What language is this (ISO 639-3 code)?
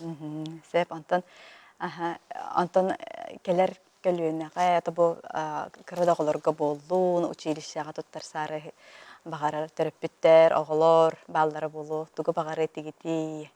sah